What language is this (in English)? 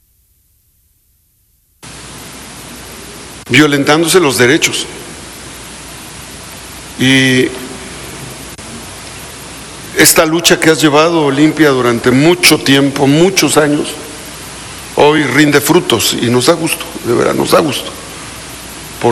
Spanish